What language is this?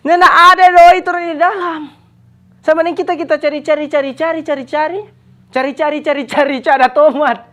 Manado Malay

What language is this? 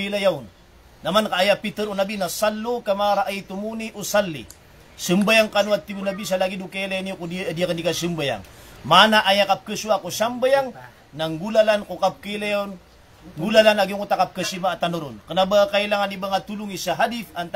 Maranao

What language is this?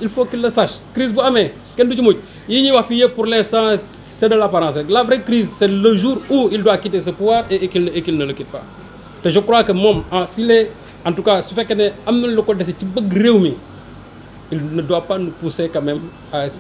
Wolof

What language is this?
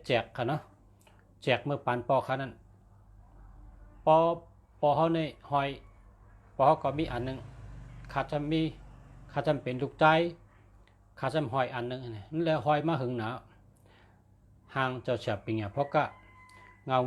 Shan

